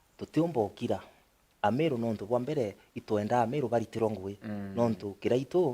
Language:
Meru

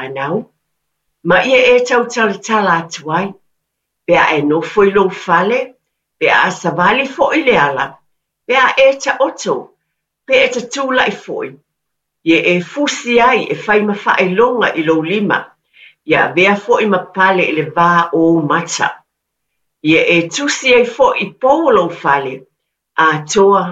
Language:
Samoan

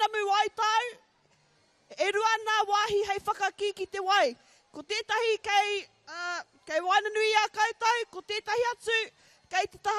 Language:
Māori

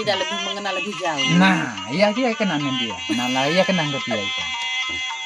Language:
Sasak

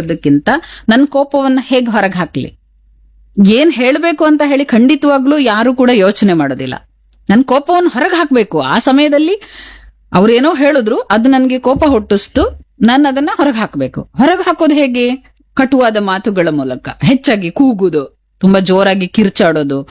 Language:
Kannada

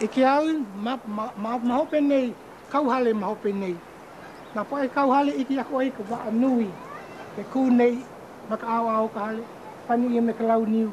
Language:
Hawaiian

